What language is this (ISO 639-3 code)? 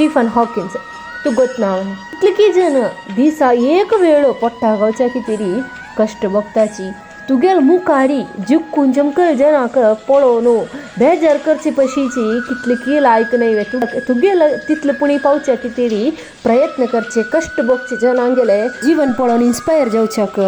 kok